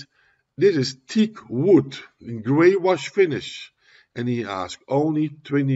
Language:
English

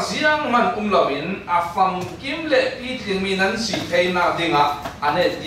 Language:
Falam Chin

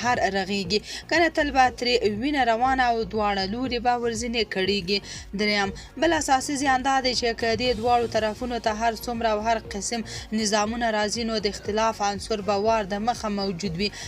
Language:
Pashto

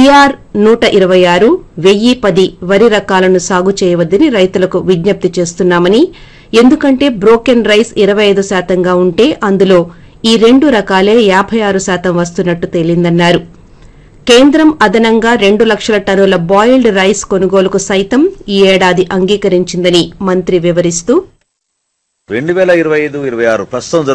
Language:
Telugu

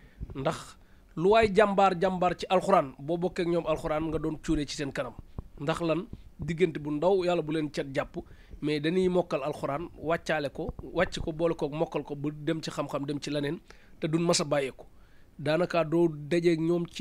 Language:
Wolof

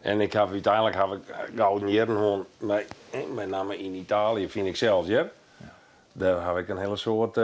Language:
Western Frisian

